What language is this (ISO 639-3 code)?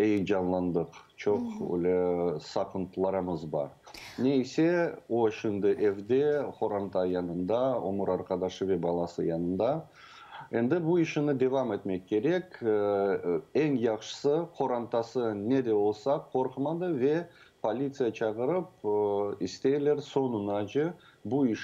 crh